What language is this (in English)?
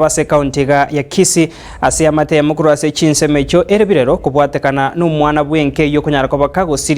Gusii